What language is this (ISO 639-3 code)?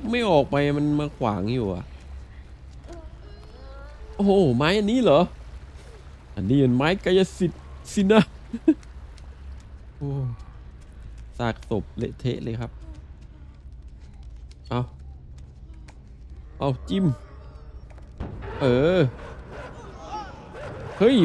tha